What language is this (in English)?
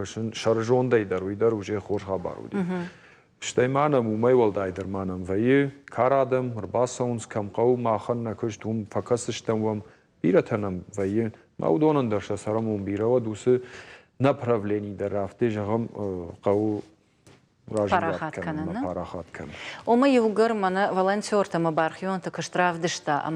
Ossetic